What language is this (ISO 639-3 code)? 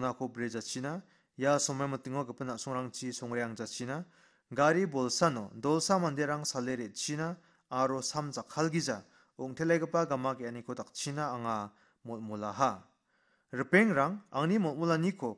grt